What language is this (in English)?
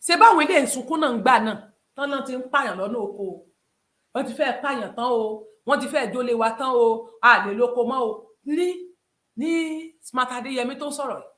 Yoruba